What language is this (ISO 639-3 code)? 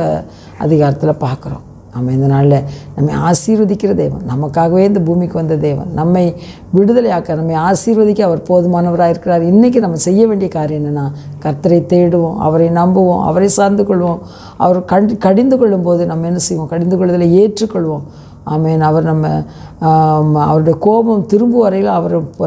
tam